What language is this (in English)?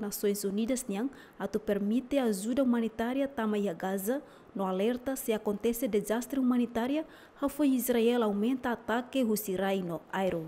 Tetum